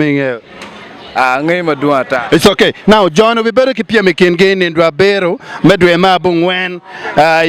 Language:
Acoli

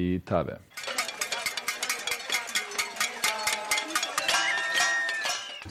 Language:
Bosnian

